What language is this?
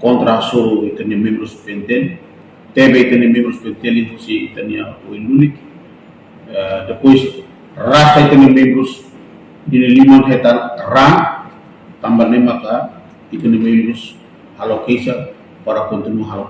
Tetum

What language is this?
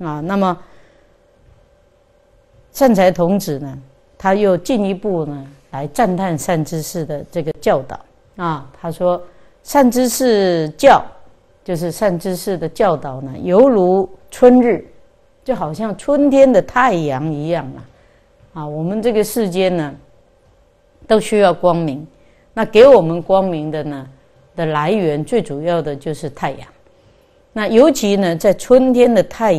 Chinese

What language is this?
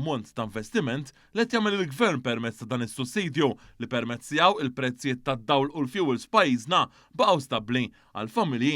Maltese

